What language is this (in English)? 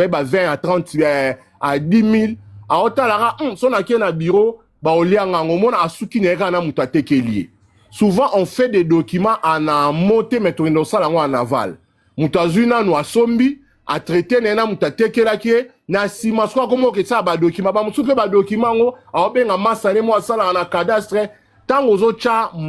Lingala